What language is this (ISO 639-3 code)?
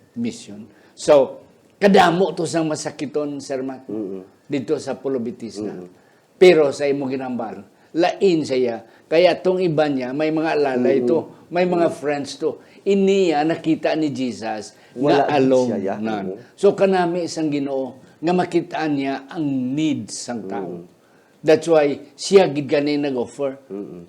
hil